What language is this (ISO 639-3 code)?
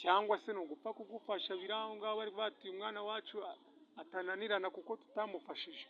kin